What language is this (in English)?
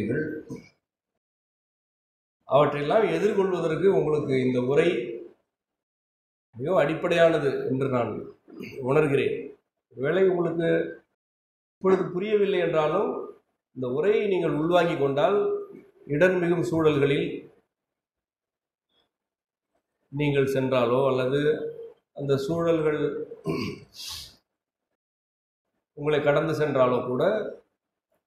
Tamil